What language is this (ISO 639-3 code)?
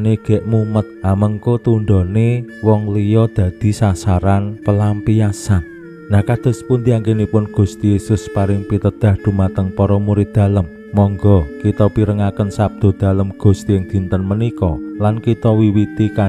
jav